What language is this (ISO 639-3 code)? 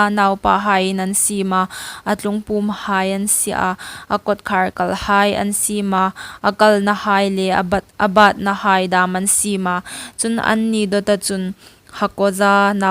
hmr